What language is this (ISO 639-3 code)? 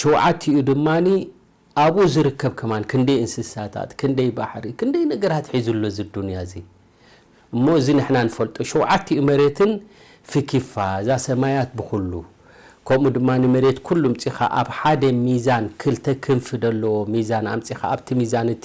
tir